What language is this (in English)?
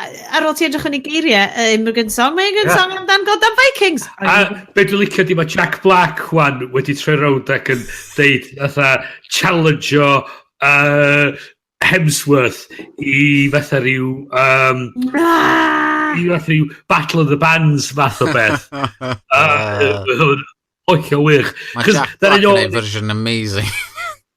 Welsh